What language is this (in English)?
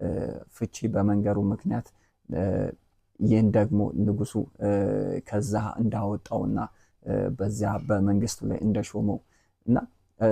Amharic